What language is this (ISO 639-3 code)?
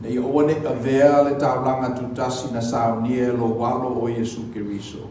smo